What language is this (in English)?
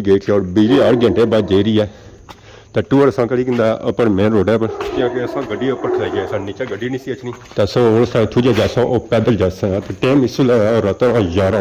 Pahari-Potwari